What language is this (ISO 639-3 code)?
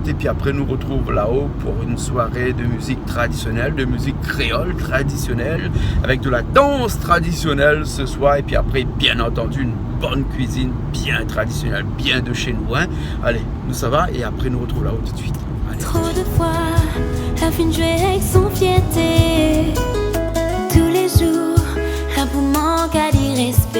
rcf